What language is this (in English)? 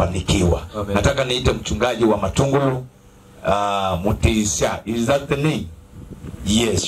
Swahili